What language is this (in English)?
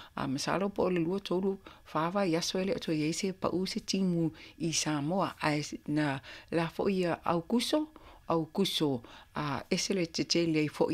Samoan